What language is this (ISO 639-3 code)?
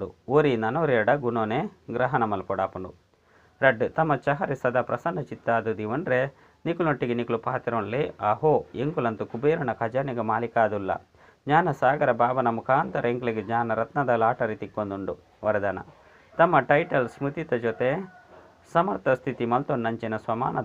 tcy